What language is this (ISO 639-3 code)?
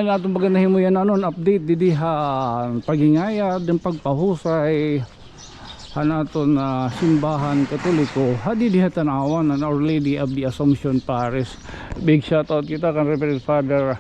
war